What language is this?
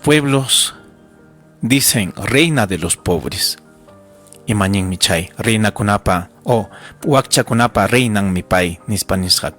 Ayacucho Quechua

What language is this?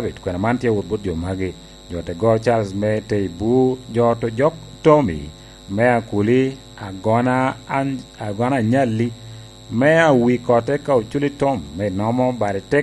Lango (Uganda)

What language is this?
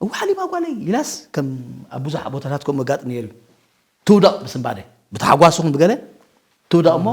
Tigrinya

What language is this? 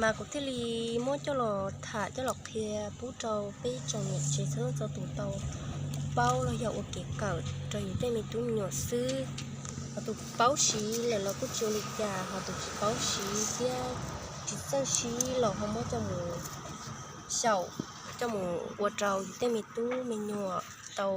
Hmong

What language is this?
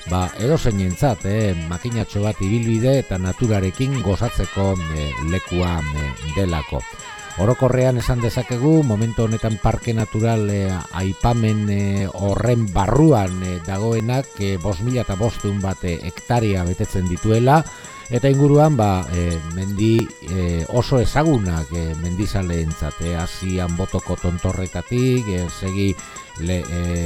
Basque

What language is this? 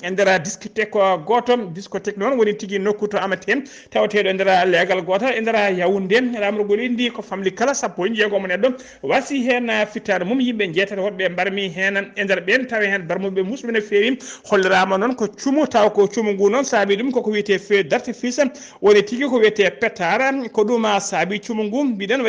Fula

